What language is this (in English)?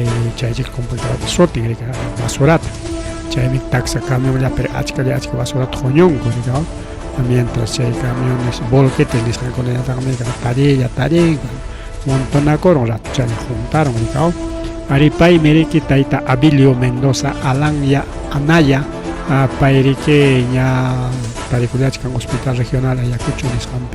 Ayacucho Quechua